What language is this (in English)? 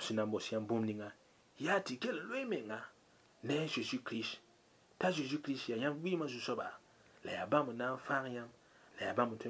Mossi